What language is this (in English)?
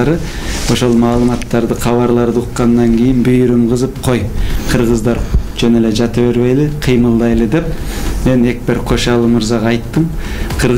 Kyrgyz